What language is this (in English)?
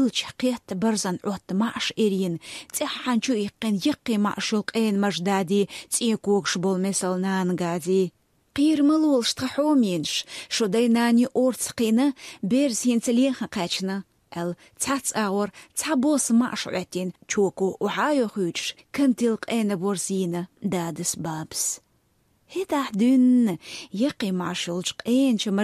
Chechen